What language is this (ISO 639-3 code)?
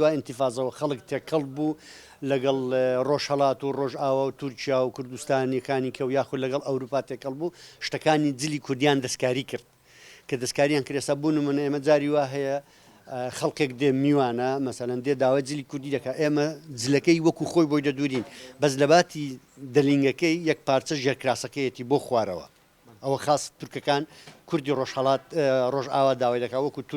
ckb